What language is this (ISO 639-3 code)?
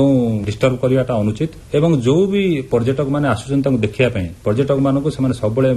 ori